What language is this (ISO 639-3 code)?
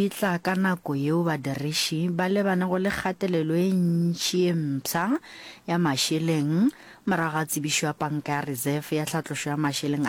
nso